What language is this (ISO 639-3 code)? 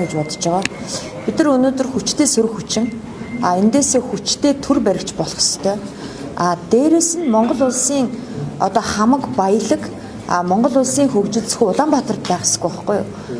mon